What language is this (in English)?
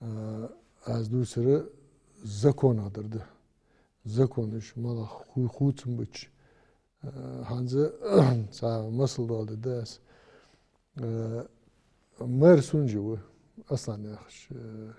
Ingush